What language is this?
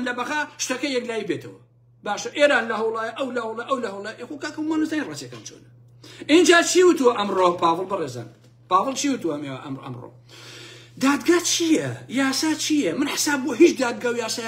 Central Kurdish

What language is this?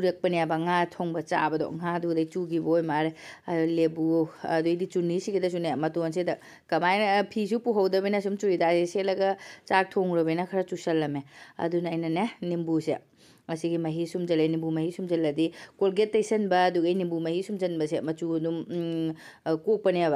Manipuri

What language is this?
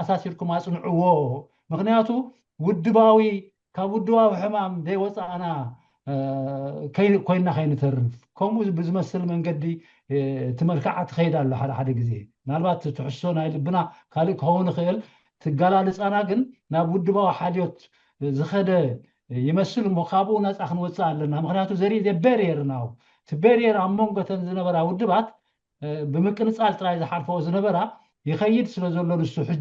Tigrinya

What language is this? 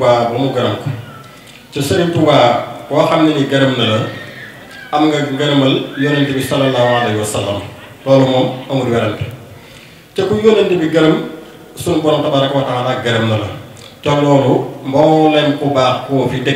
Wolof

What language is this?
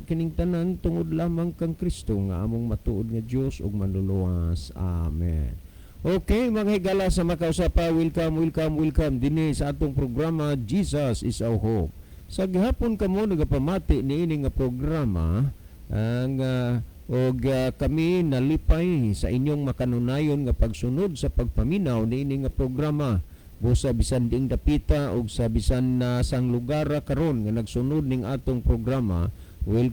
Cebuano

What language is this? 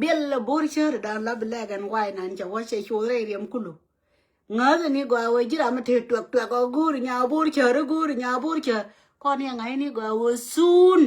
Nuer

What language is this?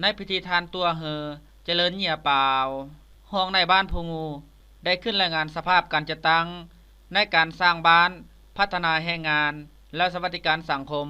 Lao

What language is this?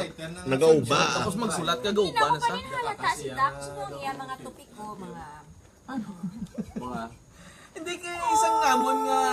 Hiligaynon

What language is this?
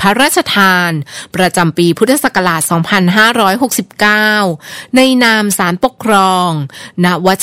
Thai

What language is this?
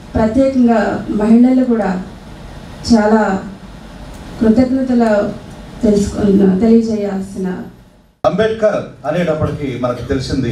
Telugu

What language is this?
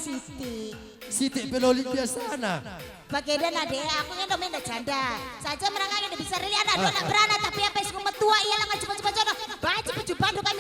Batak Karo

